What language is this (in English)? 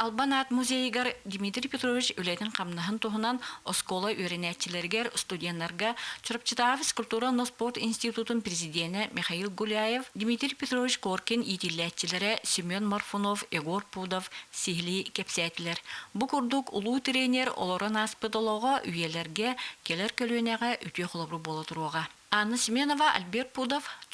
Yakut